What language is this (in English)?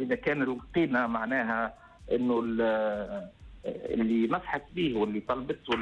Tunisian Arabic